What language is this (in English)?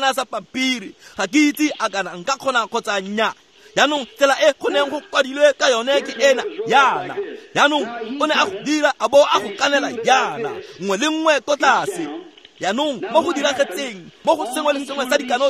Tswana